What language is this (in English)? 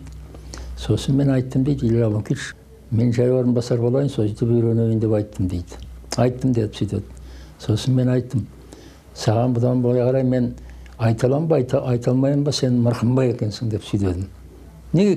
Kazakh